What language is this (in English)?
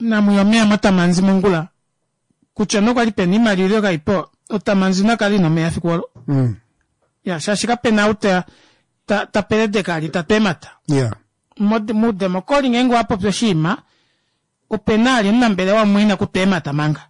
Kuanyama